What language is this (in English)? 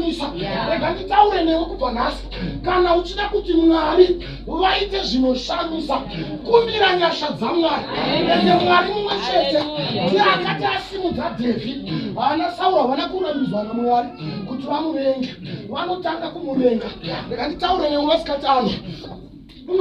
Shona